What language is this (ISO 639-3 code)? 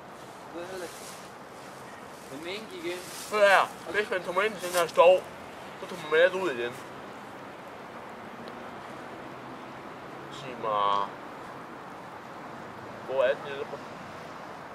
dan